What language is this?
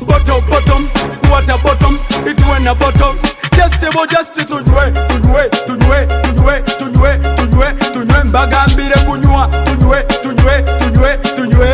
Nyoro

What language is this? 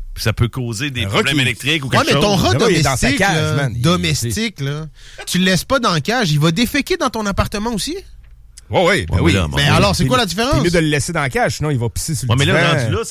French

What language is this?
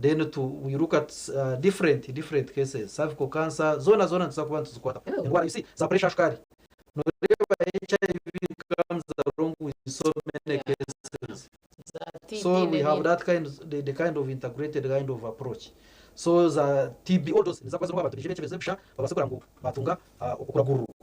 Nyankole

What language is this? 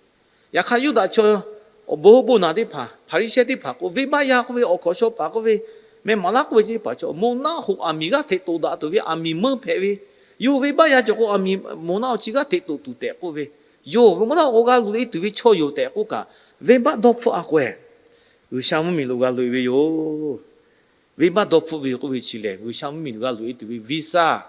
Lahu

